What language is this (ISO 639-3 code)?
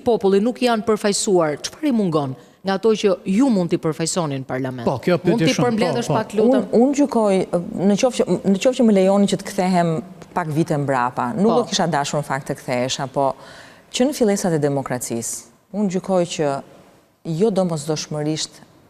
sqi